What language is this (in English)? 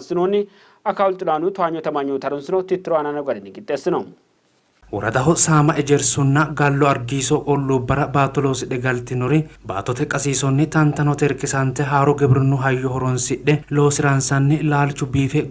Sidamo